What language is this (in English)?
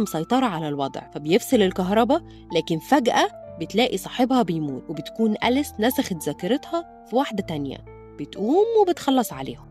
Egyptian Arabic